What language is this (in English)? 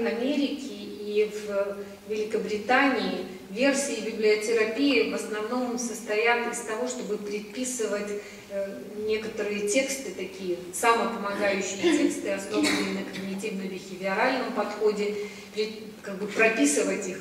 Russian